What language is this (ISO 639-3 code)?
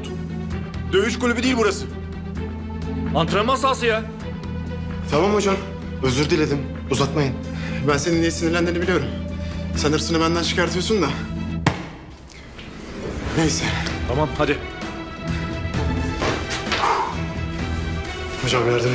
tur